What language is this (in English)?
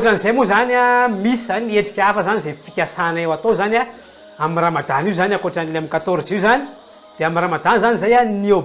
Malagasy